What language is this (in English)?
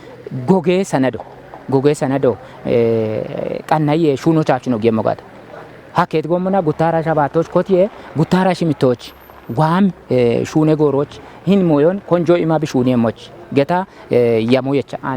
Kafa